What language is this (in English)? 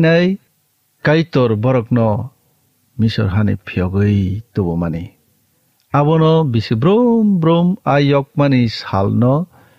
Kok Borok